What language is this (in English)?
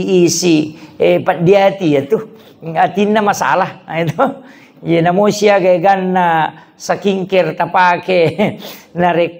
Buginese